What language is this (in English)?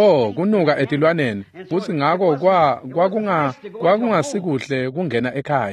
Swati